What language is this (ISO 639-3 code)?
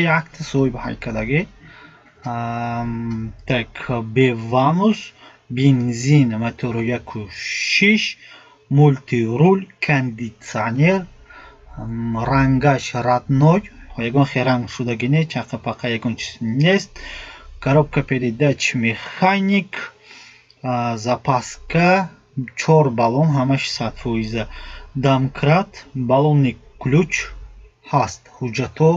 tgk